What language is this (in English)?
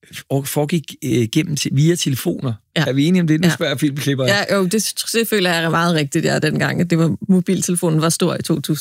Danish